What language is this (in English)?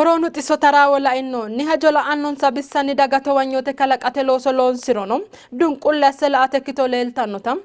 Sidamo